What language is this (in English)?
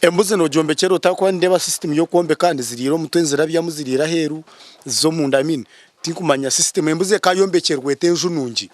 Nyankole